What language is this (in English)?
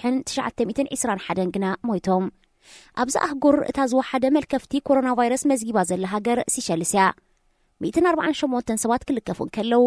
Tigrinya